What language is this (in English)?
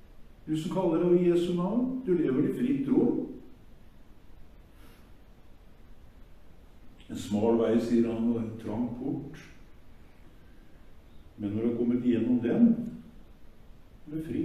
Norwegian